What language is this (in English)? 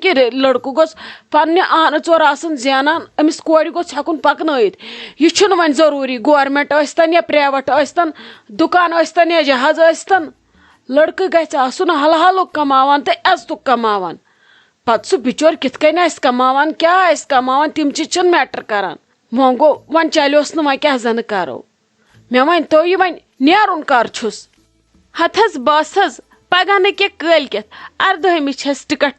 Kashmiri